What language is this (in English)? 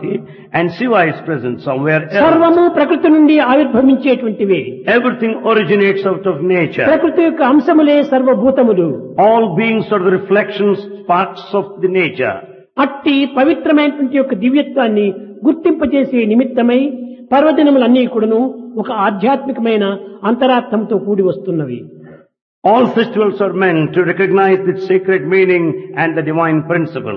Telugu